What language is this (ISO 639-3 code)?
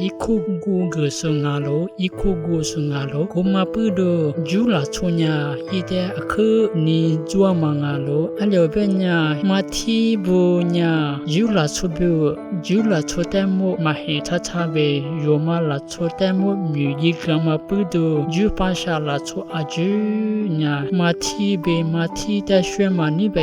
lis